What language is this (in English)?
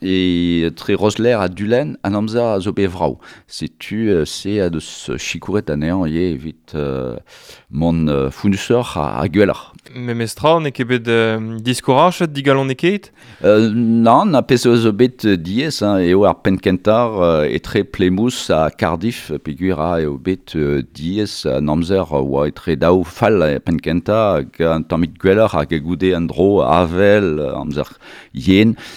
Breton